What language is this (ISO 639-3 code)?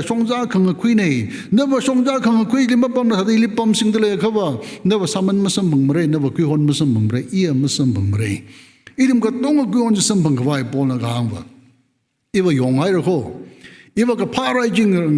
nmf